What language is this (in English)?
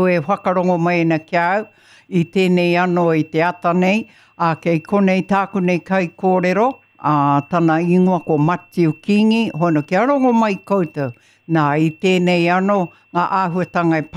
Māori